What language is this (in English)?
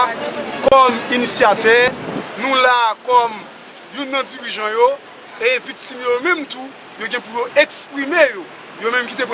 Haitian Creole